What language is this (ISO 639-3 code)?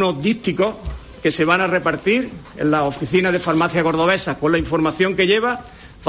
spa